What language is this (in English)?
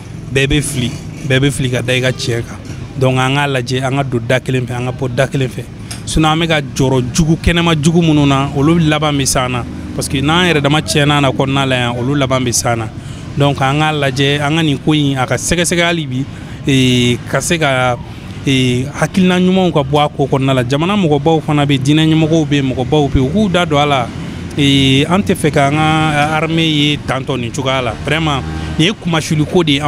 Bambara